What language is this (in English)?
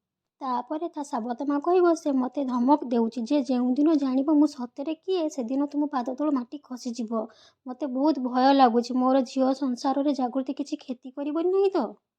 Odia